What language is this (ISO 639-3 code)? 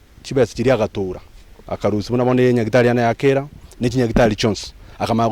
guz